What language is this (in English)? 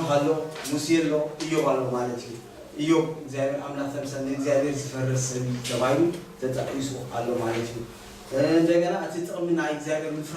Tigrinya